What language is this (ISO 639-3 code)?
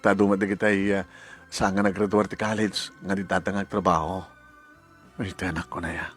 ilo